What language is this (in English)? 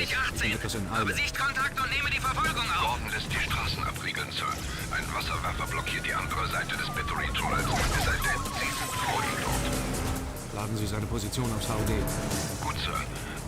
Bavarian